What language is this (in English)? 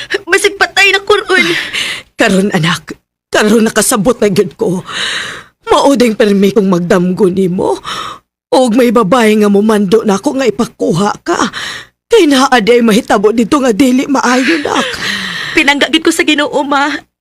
Cebuano